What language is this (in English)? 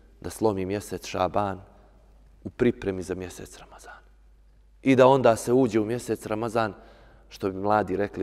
Bosnian